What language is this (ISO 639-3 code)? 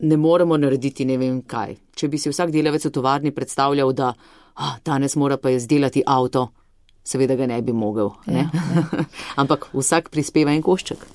slv